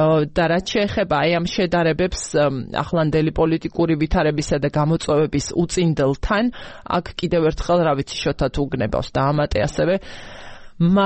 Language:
Georgian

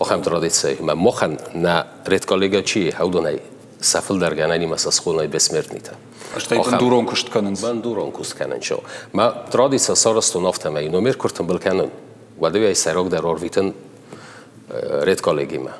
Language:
Ossetic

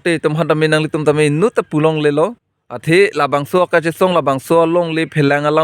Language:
Karbi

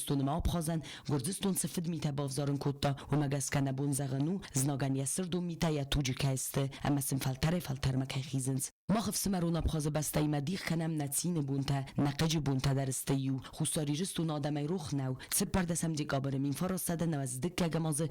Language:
Ossetic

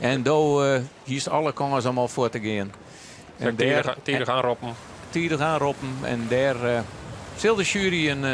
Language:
Western Frisian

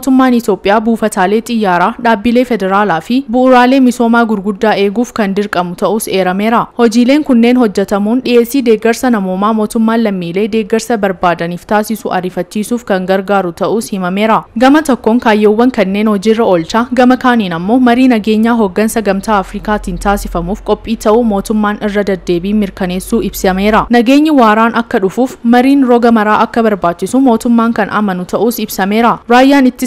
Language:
Oromo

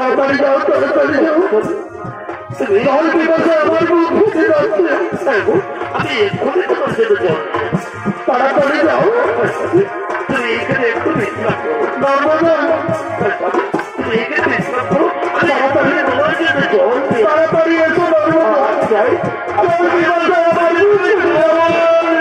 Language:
Bangla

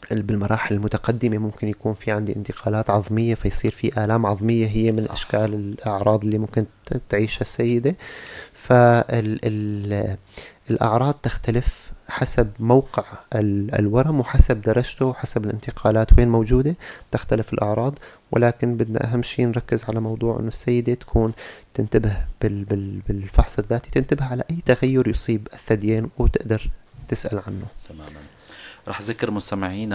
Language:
North Levantine Arabic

